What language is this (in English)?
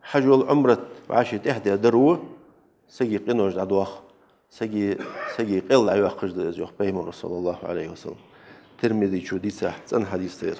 Ingush